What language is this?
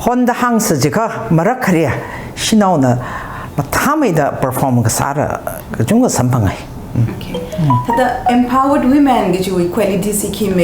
Tangkhul Naga (India)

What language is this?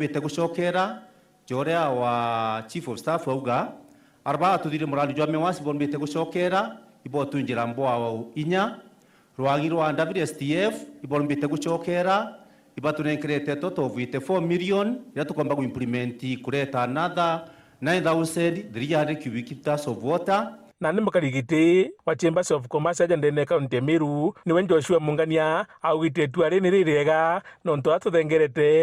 Meru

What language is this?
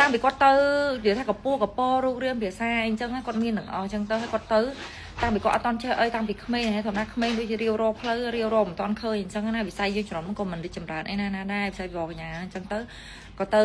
Khmer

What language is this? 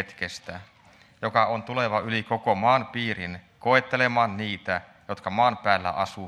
Finnish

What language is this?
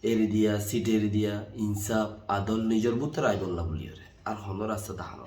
Rohingya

